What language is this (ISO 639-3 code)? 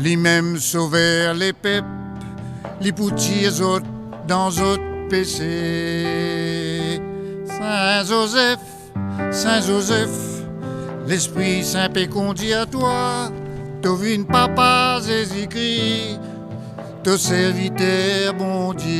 mfe